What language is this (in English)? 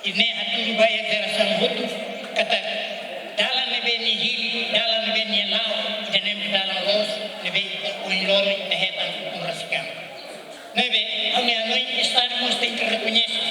Tetum